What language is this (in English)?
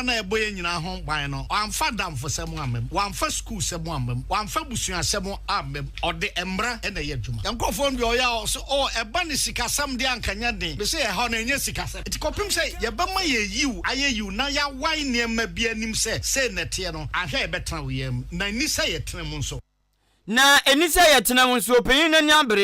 Akan